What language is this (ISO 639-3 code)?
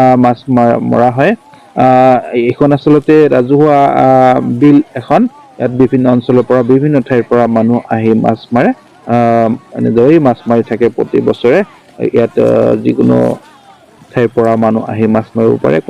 asm